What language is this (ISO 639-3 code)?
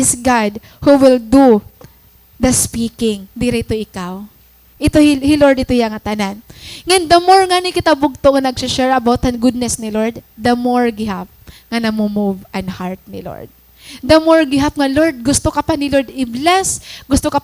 war